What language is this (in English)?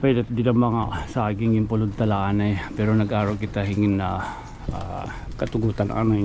Waray